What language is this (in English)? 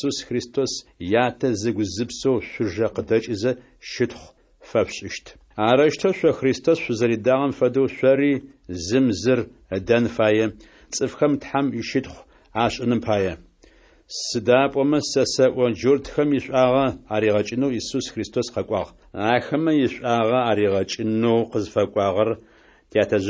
Adyghe